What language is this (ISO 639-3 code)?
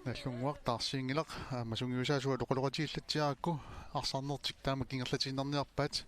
kal